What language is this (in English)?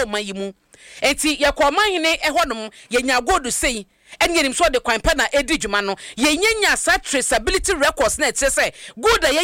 Akan